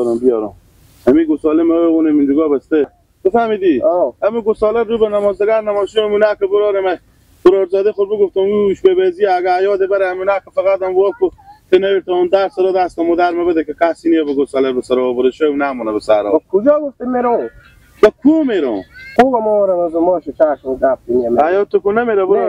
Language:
Persian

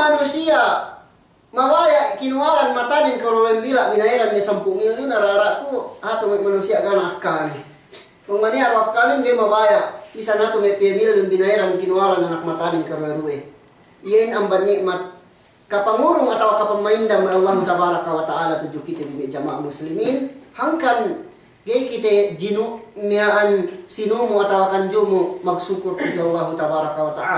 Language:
Yakan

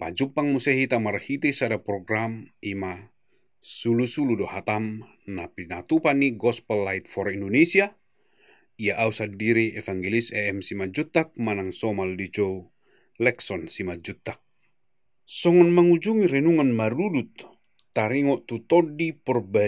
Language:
Batak Toba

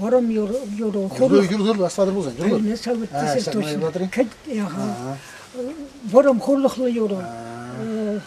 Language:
Chuvash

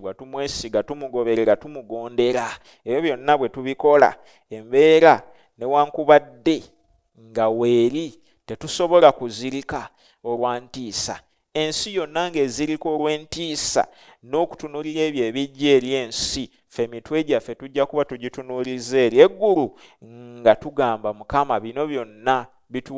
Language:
Ganda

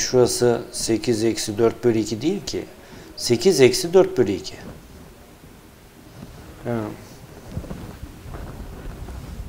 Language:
Turkish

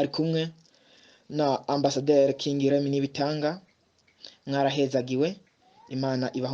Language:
Rundi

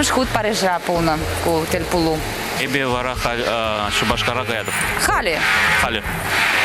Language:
Chuvash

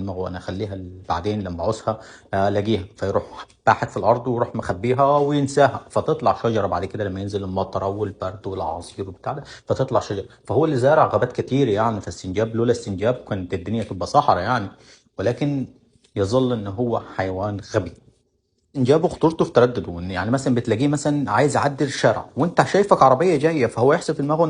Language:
Egyptian Arabic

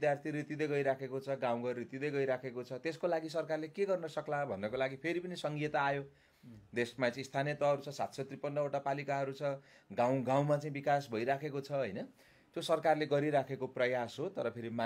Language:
Nepali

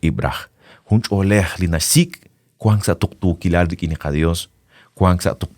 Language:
Kekchí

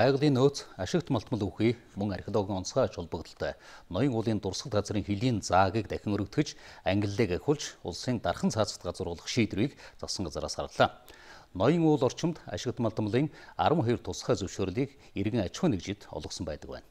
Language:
Mongolian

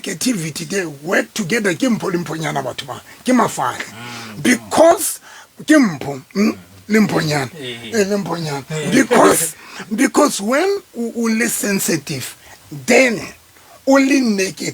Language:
Southern Sotho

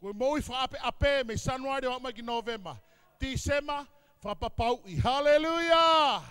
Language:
Tongan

